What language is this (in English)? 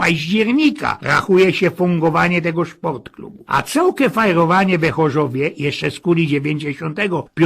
Silesian